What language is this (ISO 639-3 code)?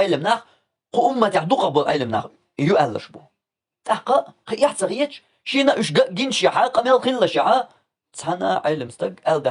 che